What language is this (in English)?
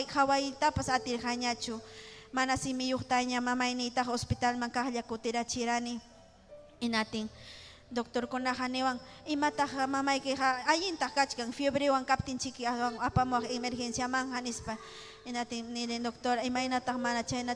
Ayacucho Quechua